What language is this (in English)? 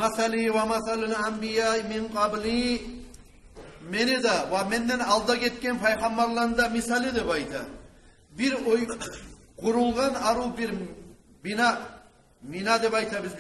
Kumyk